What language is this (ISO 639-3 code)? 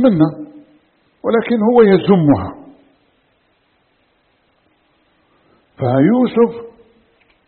ara